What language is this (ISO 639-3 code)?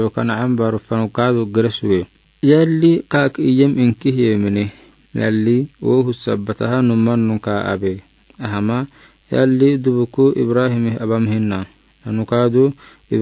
aar